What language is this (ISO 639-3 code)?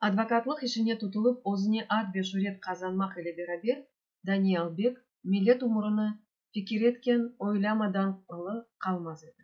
crh